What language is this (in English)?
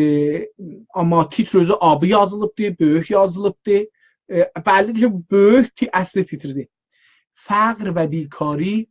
South Azerbaijani